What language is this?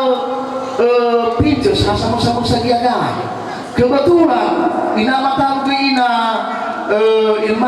Nias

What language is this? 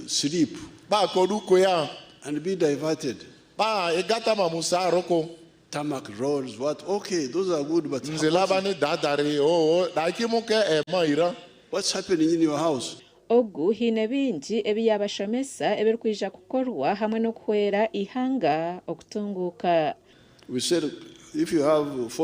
Nyankole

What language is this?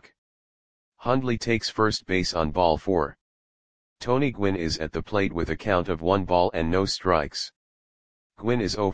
English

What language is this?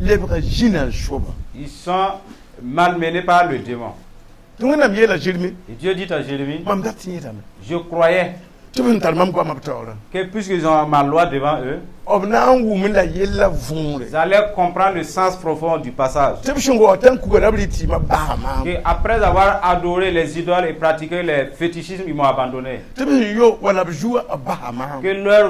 Mossi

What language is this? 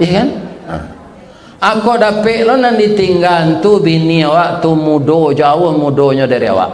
Minangkabau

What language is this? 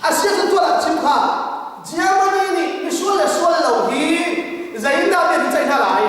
Hakha Chin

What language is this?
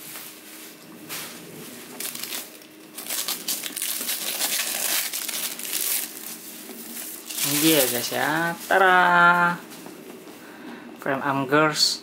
Indonesian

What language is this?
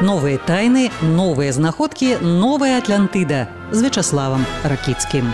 Belarusian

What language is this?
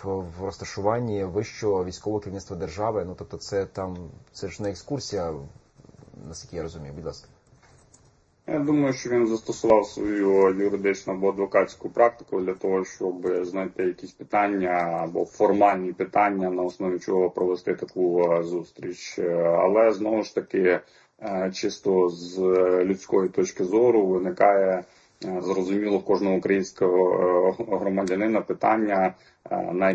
Ukrainian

